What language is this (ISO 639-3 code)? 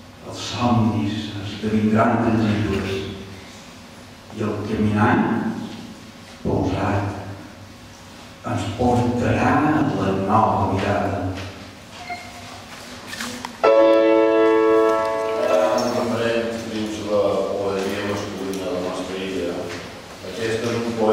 cat